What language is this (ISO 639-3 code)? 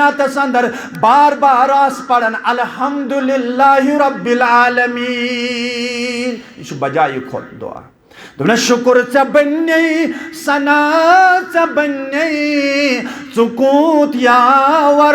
kas